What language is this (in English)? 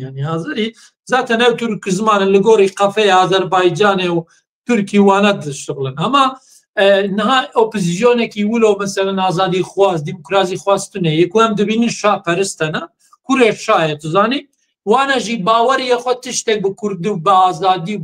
Kurdish